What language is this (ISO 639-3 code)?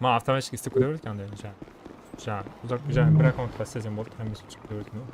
kaa